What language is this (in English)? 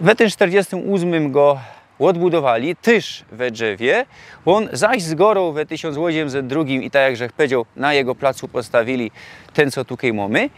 Silesian